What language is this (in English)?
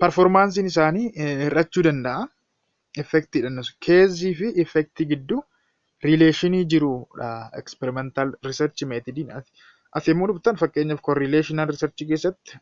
Oromo